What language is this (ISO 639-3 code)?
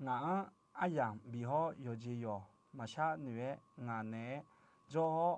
ahk